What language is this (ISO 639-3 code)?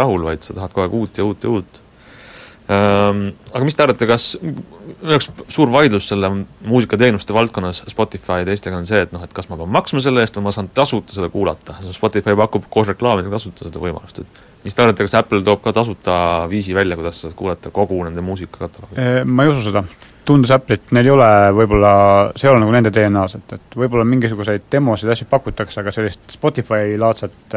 est